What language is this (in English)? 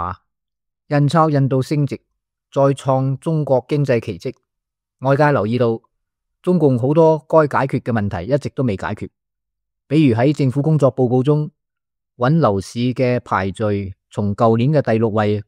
Cantonese